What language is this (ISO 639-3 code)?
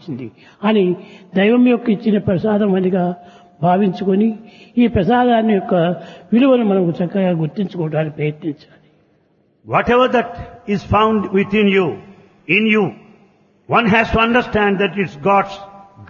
tel